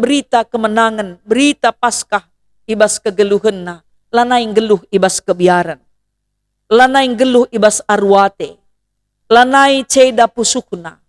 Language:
Batak Karo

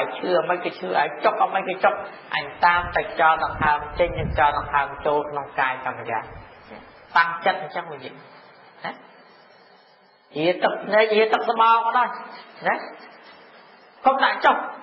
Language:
Khmer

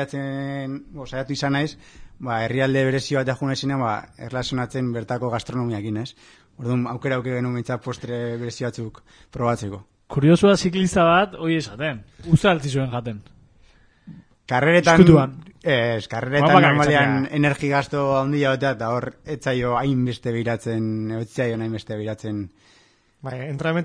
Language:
Basque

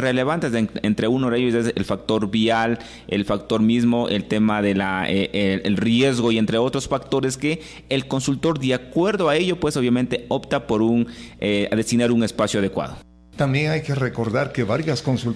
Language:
Spanish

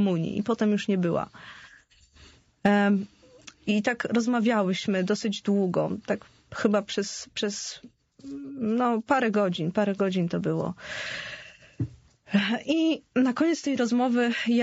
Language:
Polish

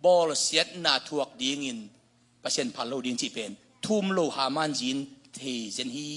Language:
Tedim Chin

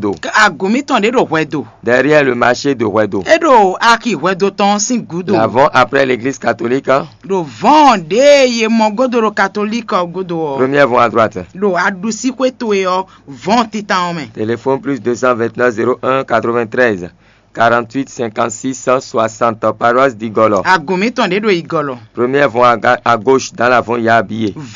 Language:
Fon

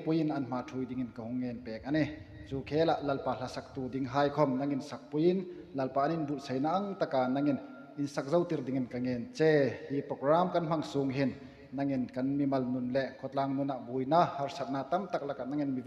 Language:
Hmar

